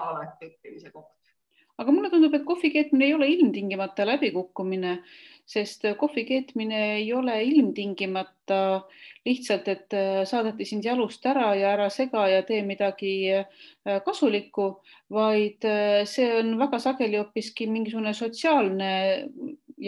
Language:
Estonian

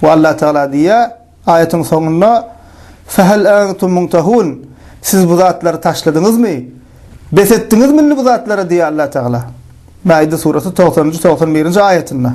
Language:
Turkmen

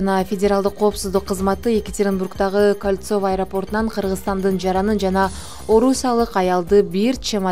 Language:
Kyrgyz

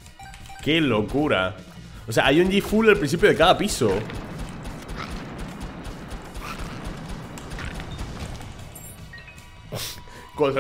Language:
Spanish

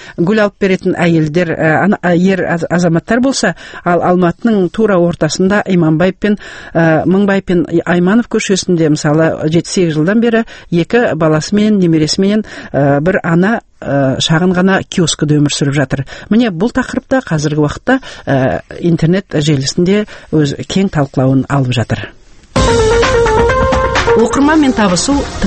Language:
Kazakh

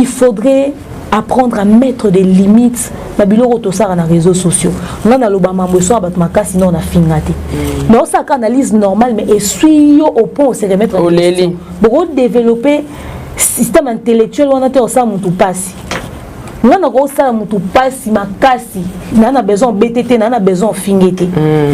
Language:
Lingala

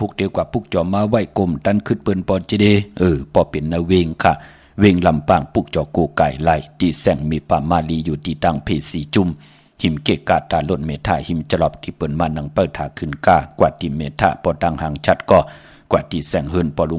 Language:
Shan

